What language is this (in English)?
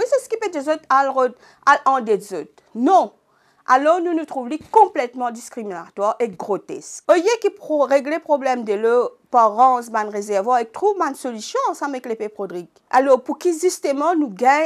Morisyen